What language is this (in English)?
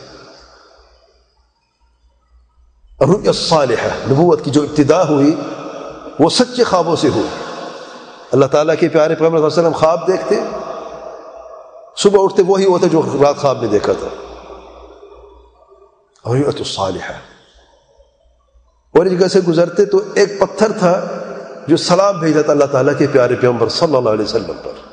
Urdu